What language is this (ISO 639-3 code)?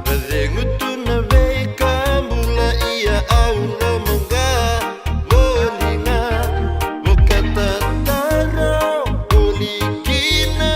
fij